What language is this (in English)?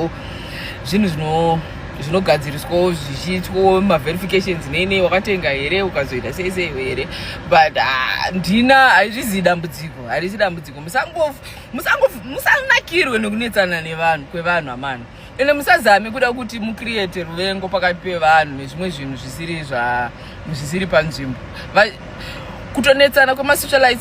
Shona